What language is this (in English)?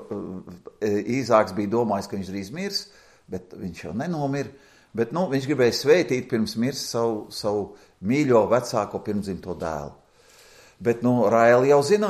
Latvian